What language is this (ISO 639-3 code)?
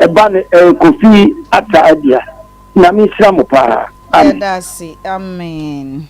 aka